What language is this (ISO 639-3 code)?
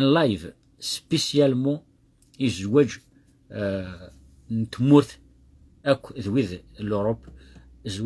kab